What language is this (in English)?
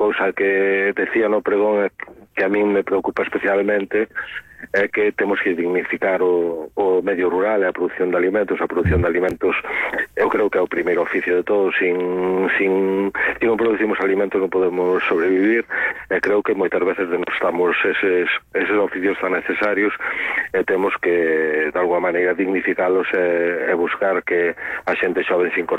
Galician